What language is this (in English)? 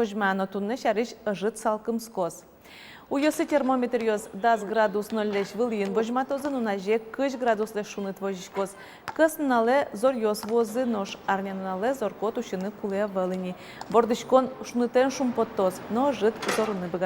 Udmurt